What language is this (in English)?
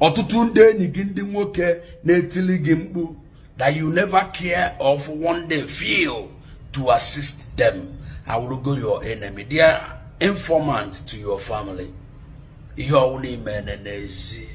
Igbo